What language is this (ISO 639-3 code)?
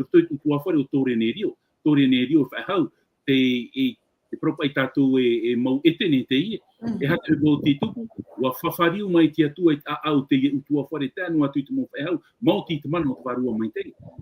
tah